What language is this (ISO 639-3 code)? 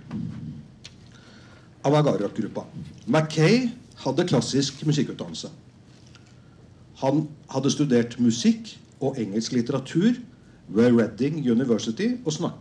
nor